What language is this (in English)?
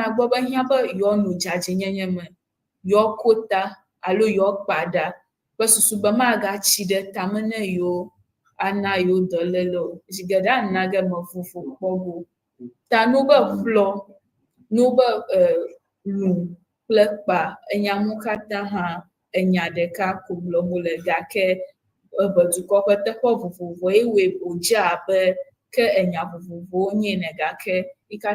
Ewe